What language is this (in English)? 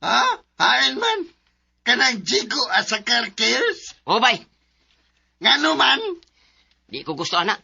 Cebuano